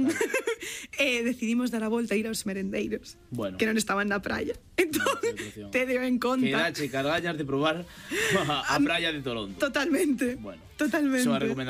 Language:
Galician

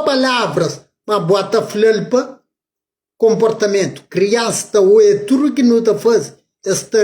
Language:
Kabuverdianu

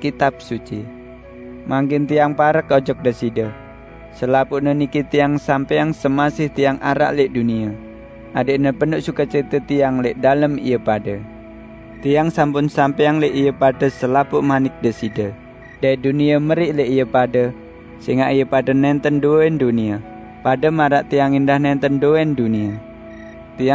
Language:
Sasak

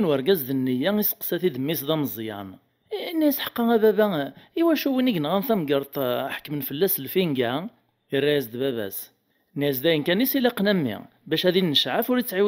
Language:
Kabyle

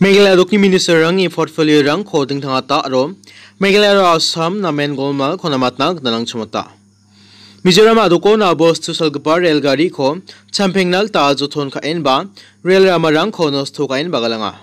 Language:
Garo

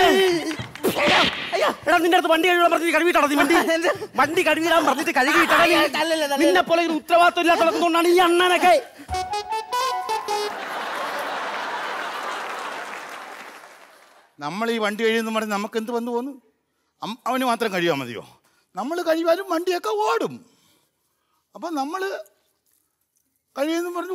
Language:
Malayalam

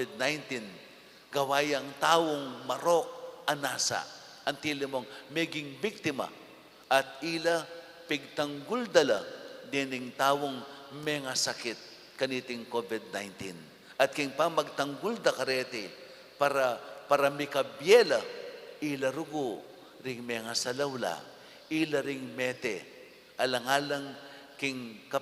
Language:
Pampanga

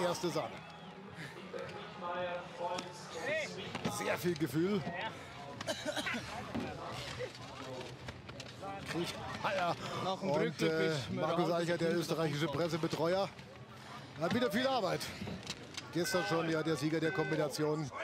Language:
German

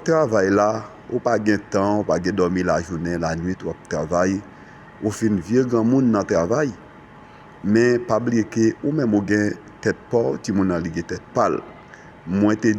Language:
Haitian Creole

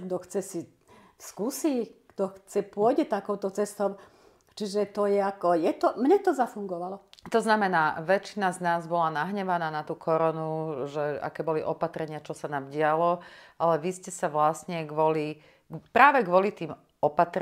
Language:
Slovak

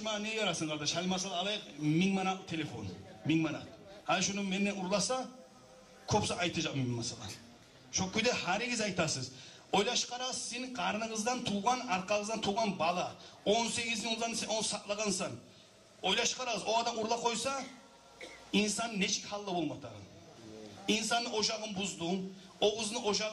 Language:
Kumyk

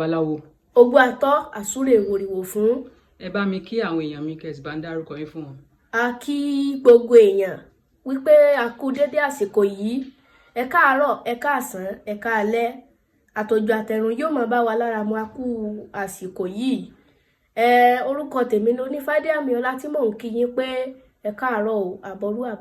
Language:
Yoruba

